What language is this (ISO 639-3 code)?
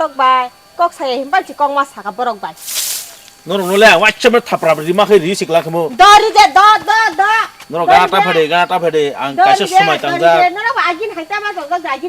trp